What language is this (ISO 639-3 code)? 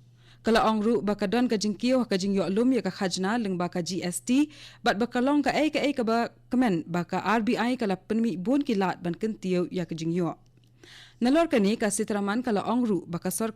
kha